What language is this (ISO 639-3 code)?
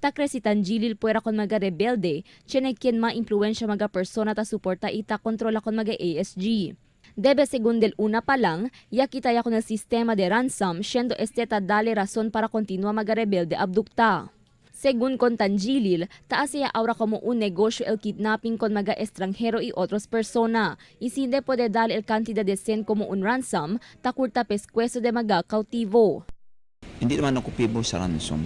cbk